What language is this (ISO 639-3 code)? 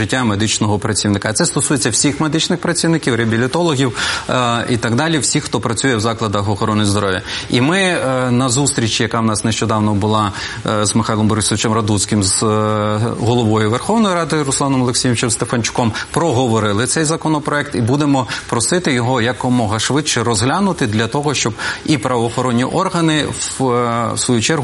ukr